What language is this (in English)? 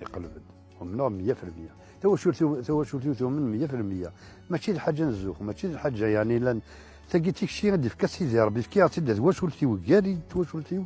Kabyle